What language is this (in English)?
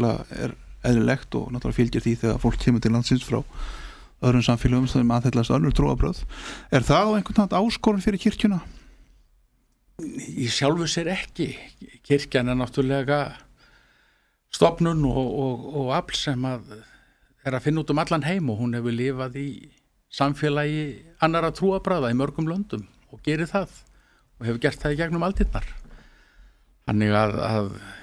Icelandic